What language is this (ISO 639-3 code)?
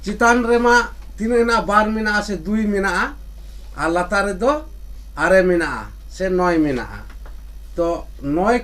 sat